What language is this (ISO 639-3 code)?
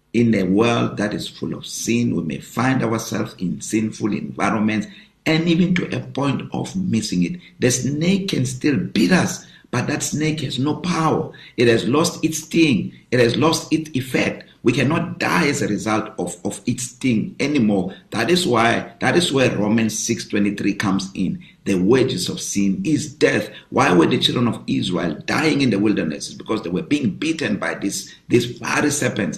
eng